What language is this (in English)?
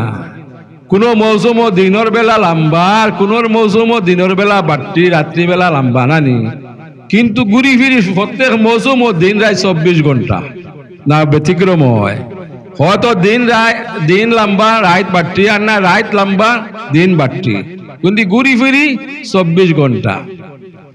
Sylheti